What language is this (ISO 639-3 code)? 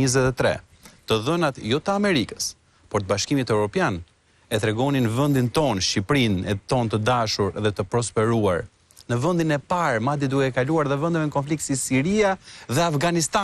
sqi